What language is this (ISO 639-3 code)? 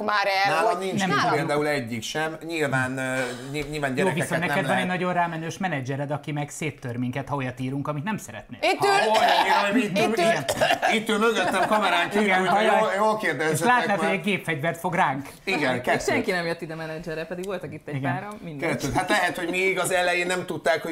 hun